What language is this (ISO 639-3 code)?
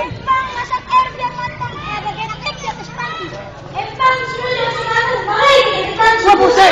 bew